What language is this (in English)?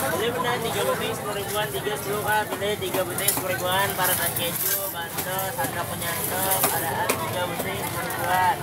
Banjar